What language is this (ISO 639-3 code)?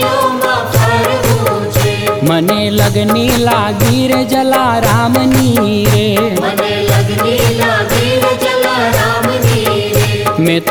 guj